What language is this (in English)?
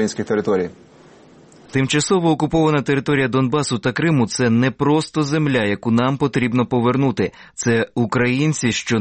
Ukrainian